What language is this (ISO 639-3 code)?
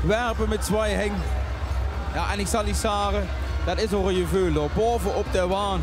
lim